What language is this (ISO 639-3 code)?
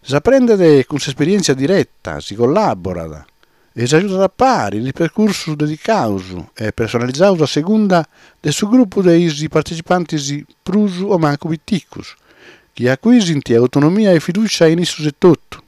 srd